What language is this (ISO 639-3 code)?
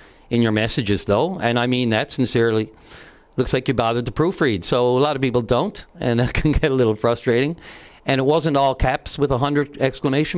eng